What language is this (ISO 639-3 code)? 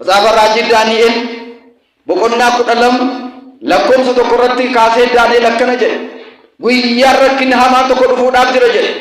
orm